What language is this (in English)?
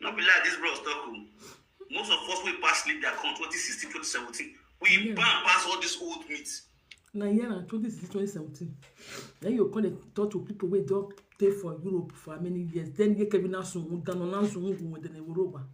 Nigerian Pidgin